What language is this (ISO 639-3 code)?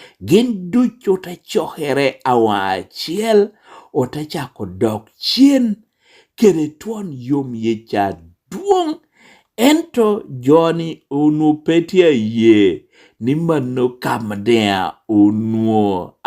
laj